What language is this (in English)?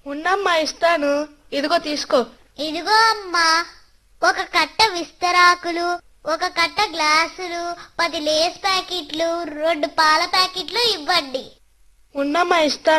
Telugu